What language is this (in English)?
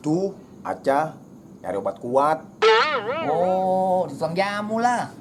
Betawi